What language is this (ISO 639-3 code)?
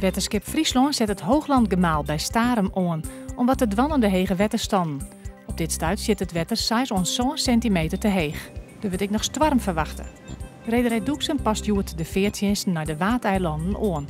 fry